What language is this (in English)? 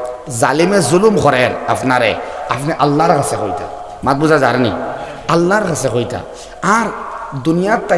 Sylheti